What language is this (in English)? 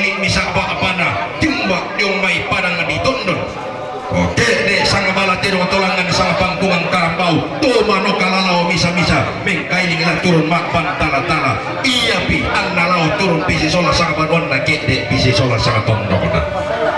Toraja-Sa'dan